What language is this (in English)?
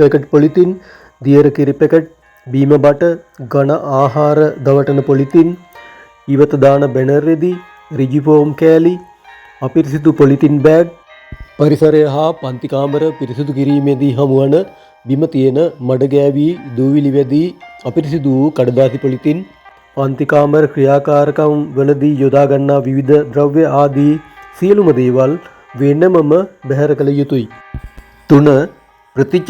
Sinhala